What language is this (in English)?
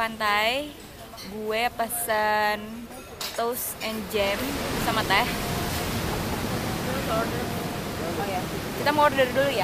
Indonesian